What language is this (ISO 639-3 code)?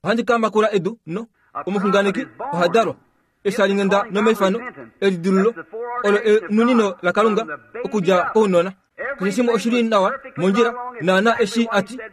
kua